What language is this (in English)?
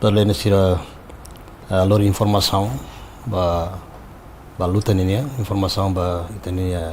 Tetum